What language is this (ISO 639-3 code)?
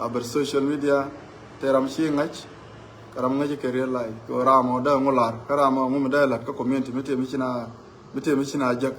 nus